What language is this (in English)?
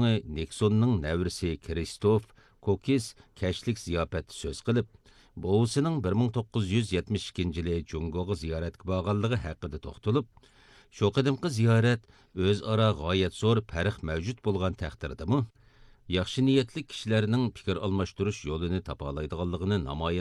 Uyghur